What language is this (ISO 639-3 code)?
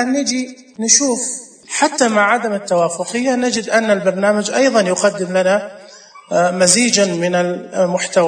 ars